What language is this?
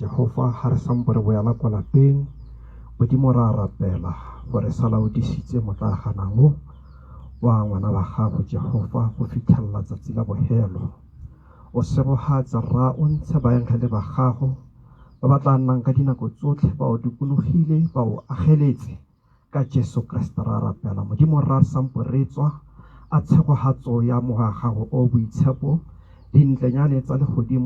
Tswana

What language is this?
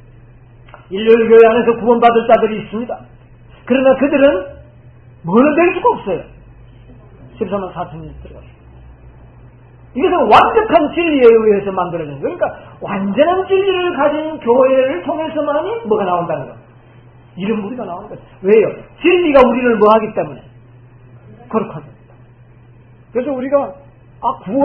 Korean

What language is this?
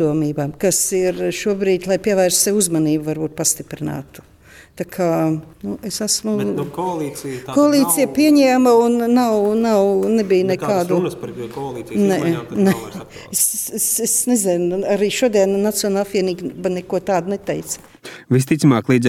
Latvian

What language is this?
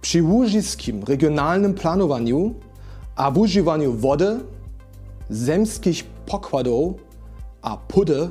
Upper Sorbian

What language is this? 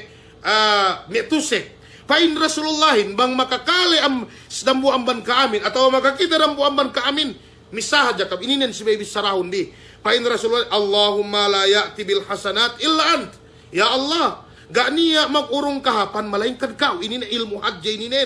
Yakan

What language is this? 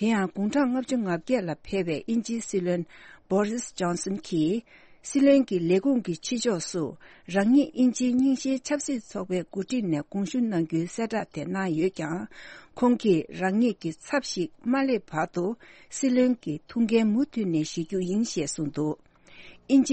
Tibetan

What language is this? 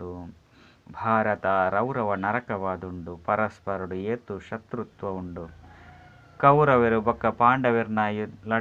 Tulu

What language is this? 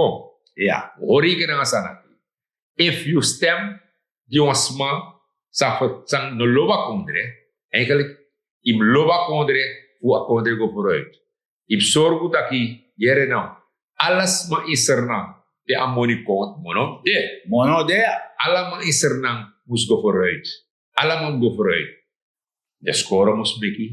Sranan Tongo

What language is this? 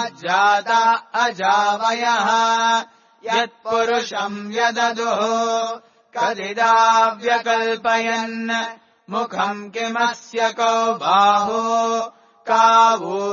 Sanskrit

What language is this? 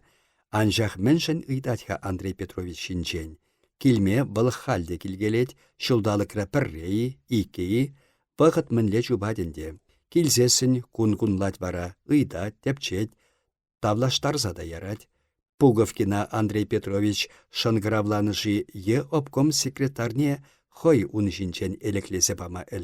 Chuvash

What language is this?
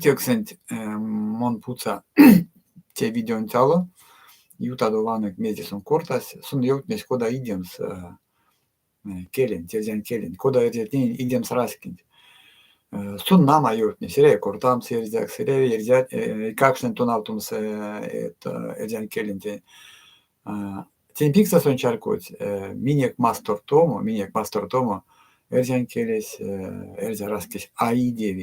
Erzya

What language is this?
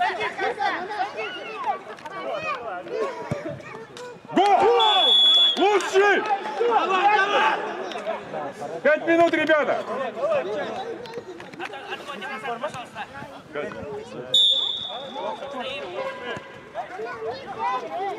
Russian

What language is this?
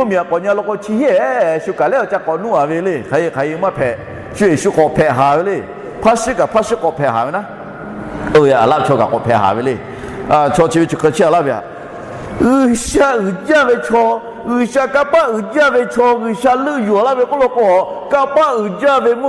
Lahu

